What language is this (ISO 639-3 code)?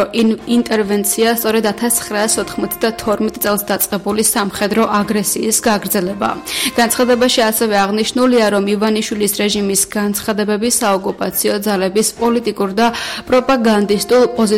kat